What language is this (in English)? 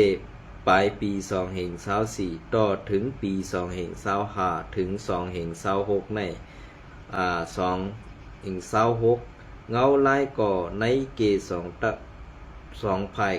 Shan